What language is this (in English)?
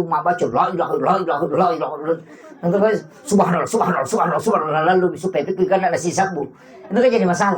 Buginese